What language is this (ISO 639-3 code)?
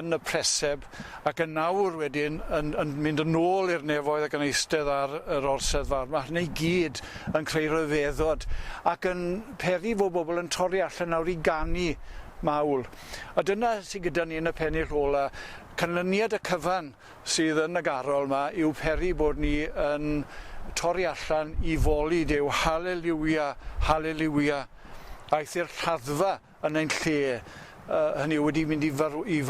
cym